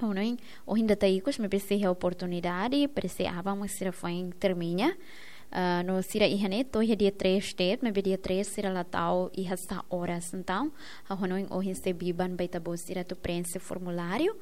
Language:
Tetum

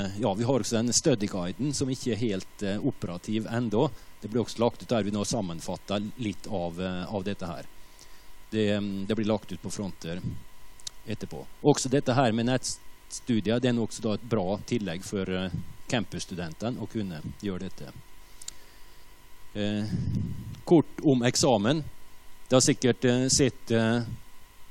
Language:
Norwegian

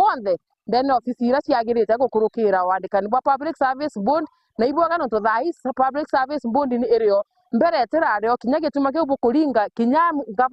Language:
Meru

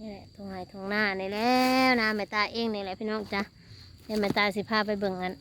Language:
Northeastern Thai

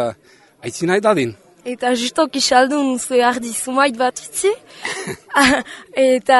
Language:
Basque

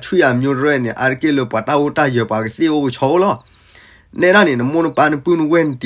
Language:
S'gaw Karen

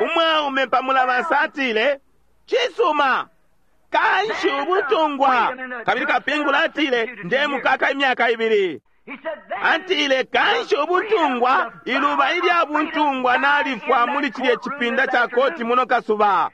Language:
Bemba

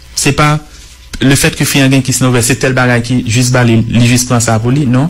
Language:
Haitian Creole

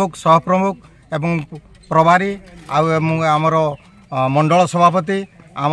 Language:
Odia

